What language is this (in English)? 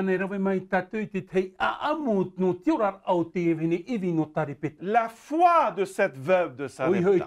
Tahitian